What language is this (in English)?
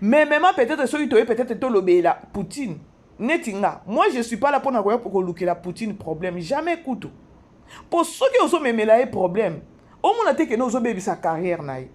Lingala